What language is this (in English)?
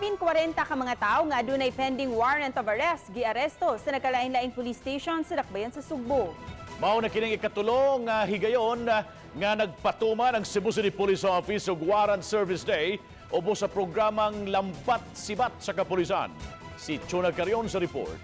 Cebuano